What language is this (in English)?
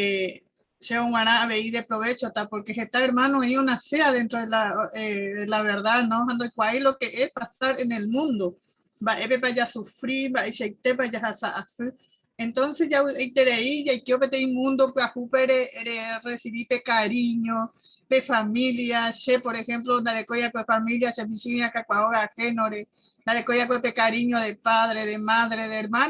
Guarani